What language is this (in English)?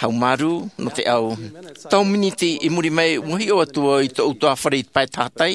Tahitian